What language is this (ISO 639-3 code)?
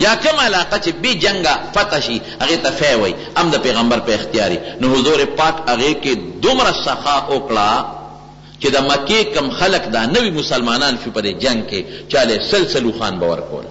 pus